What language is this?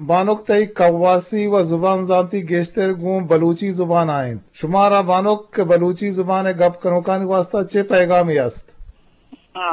Eastern Balochi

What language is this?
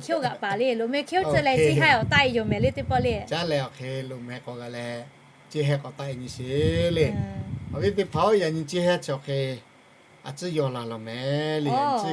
Lahu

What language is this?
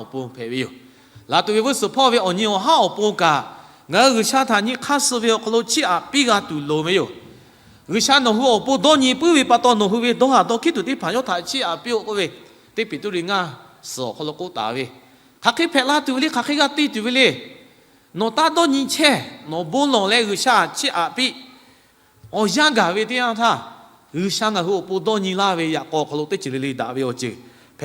Lahu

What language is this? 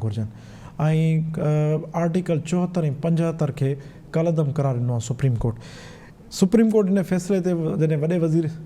Sindhi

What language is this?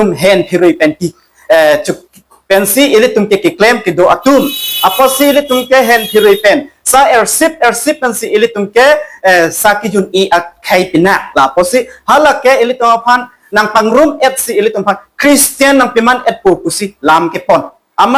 Karbi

